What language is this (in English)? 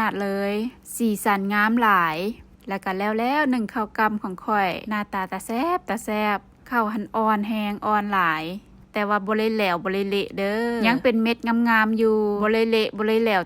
Lao